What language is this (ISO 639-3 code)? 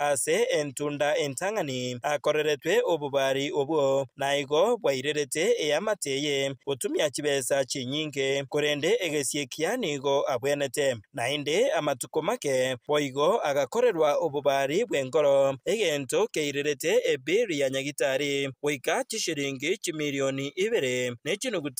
guz